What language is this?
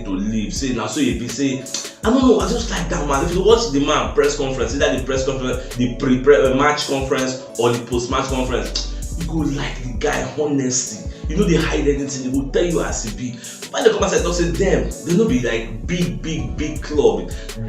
Nigerian Pidgin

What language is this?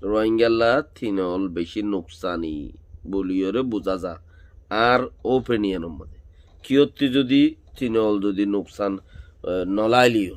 Rohingya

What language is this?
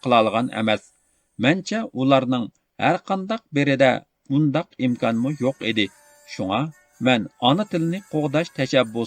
Uyghur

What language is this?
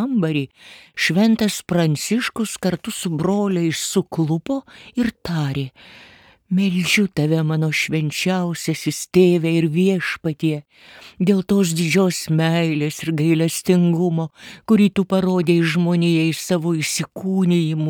Lithuanian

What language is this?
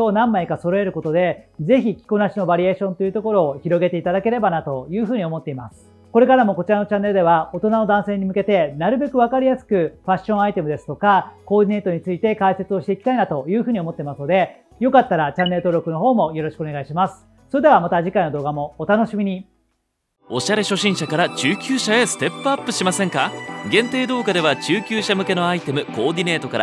Japanese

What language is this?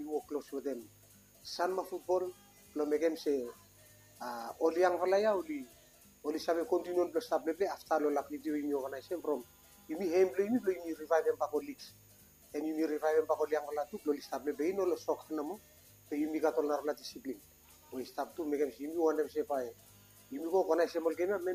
Bislama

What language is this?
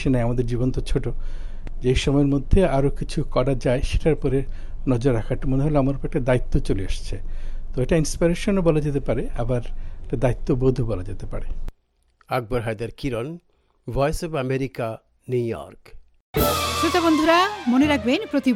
Bangla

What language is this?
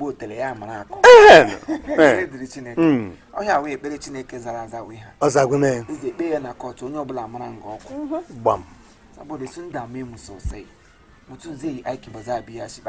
Igbo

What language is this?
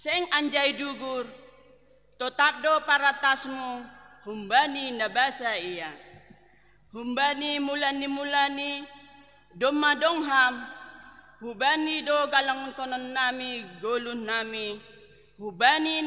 Batak Simalungun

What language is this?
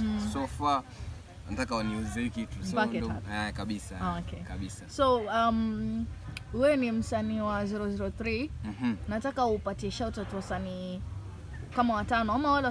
Swahili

